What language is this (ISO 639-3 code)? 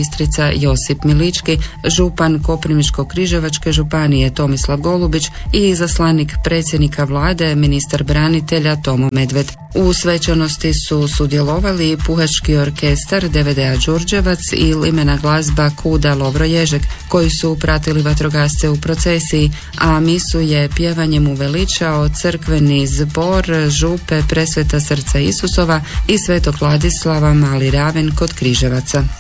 hrv